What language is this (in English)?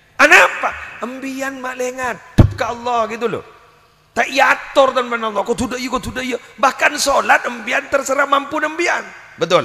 Madurese